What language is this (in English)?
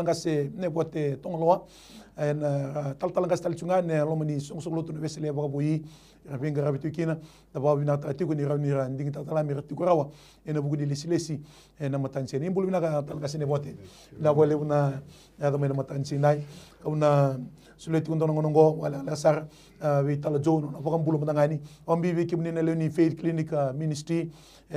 Fijian